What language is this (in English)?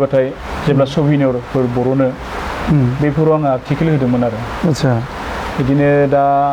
Bodo